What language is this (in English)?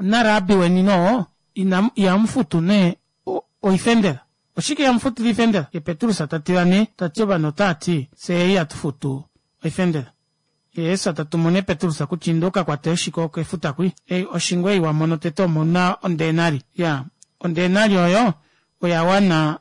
Kuanyama